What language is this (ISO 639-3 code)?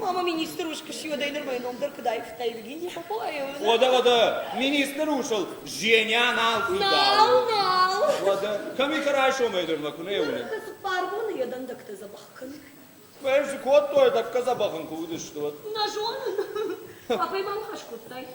oss